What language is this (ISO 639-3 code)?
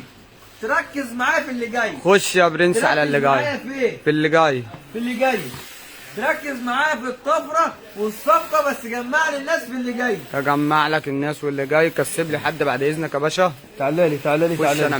arz